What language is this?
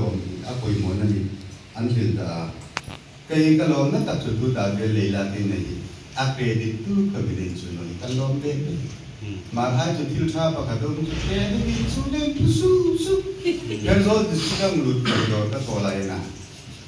Hmar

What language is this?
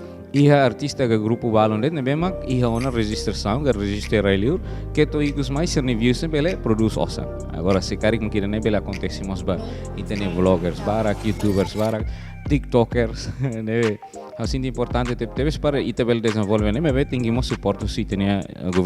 Tetum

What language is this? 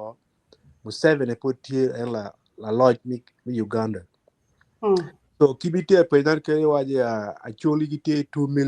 Acoli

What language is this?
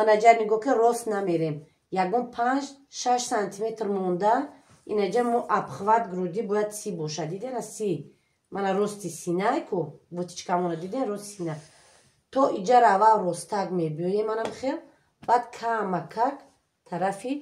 Tajik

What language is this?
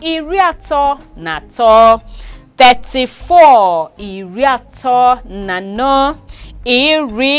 Igbo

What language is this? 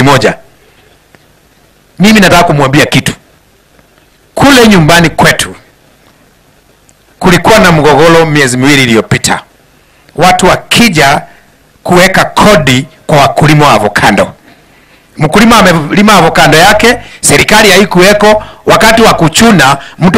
Swahili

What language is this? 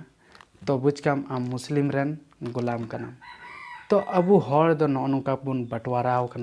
Santali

